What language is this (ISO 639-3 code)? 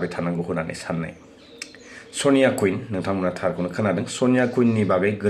brx